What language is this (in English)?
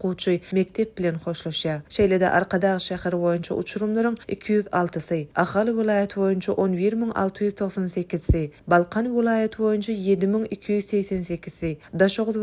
Turkmen